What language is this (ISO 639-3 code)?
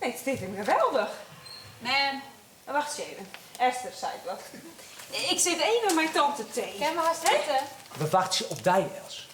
fry